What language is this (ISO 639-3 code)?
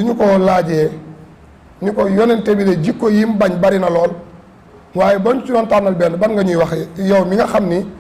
wol